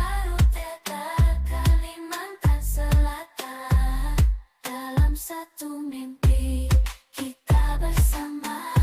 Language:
Banjar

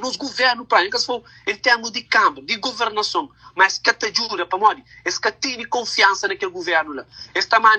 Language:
Kabuverdianu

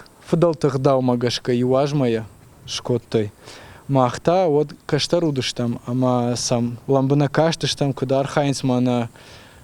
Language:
Ossetic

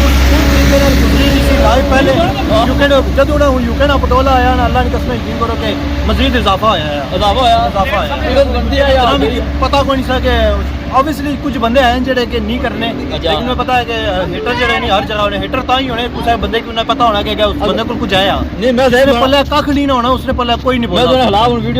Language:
Pahari-Potwari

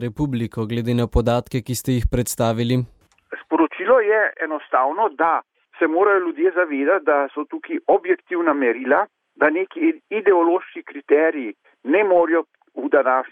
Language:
Slovenian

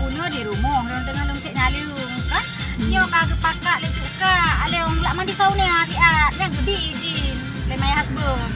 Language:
Achinese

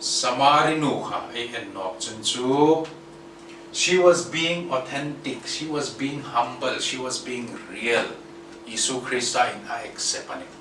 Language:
Hmar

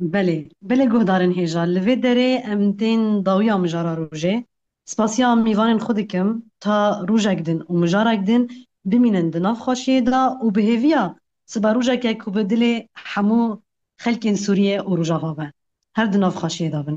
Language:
Kurdish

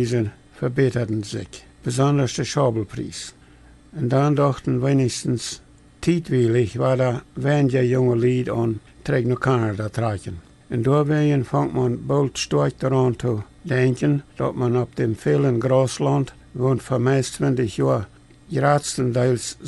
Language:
Plautdietsch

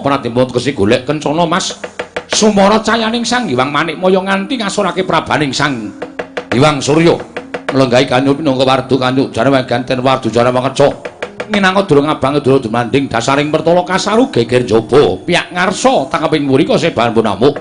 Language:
Javanese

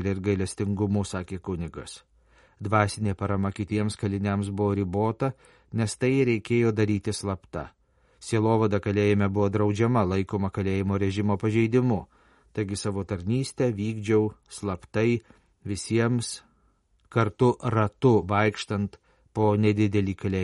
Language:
Lithuanian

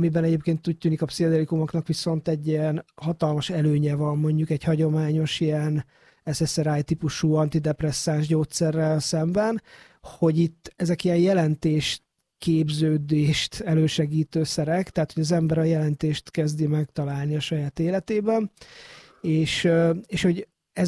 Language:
Hungarian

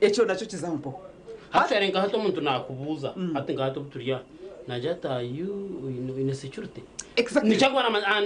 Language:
Nyankole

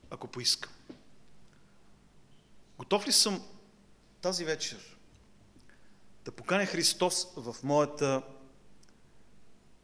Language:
Bulgarian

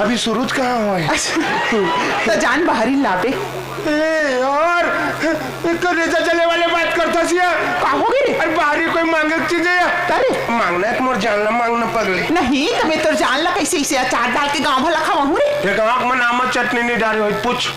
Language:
Chhattisgarhi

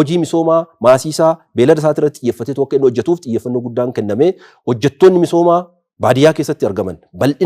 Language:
Oromo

